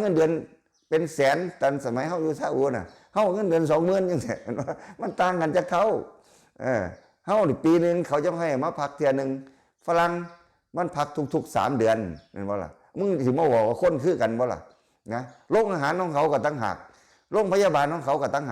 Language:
Lao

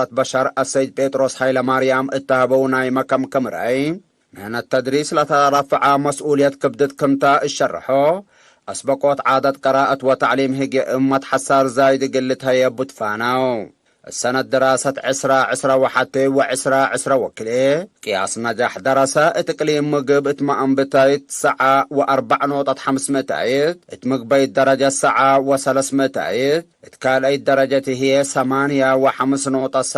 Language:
Tigre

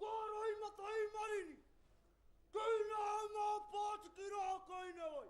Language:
Māori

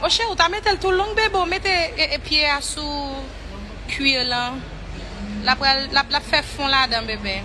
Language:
Haitian Creole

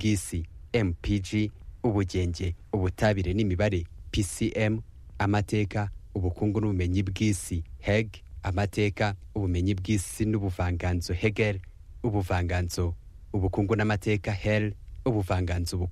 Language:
Kinyarwanda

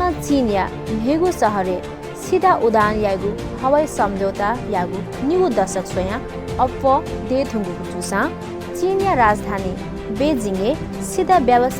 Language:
Newari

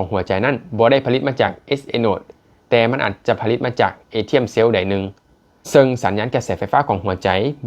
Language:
Lao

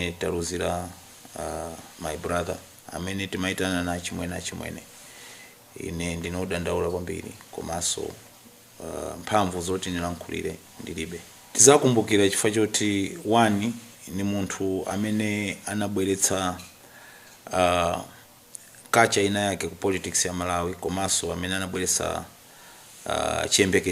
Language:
Nyanja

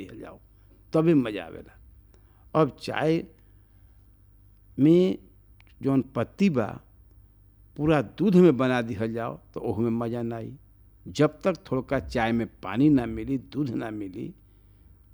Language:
Bhojpuri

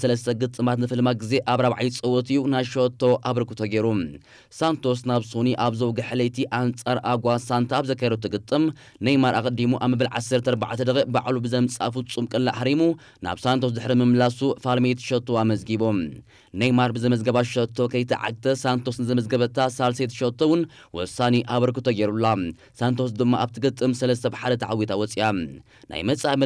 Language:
Tigrinya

